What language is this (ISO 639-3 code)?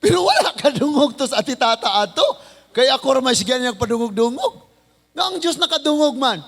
ceb